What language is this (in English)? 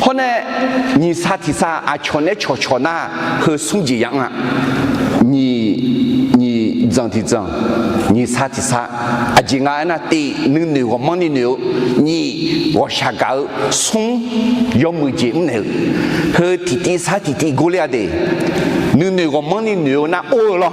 Akha